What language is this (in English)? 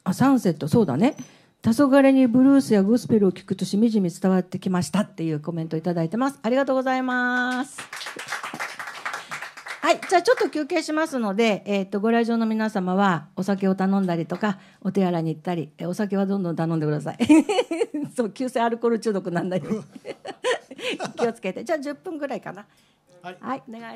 Japanese